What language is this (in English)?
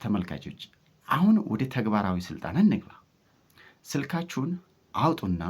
Amharic